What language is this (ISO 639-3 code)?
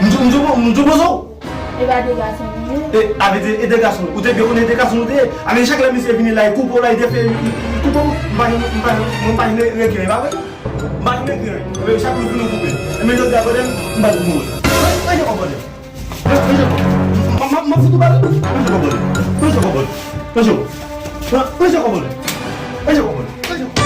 hat